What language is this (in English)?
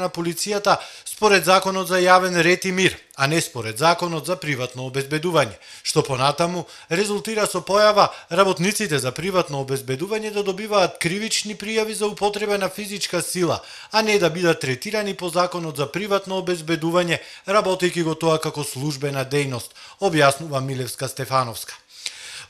Macedonian